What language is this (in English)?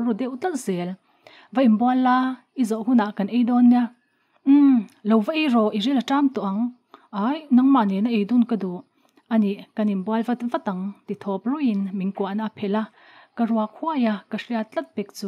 Mizo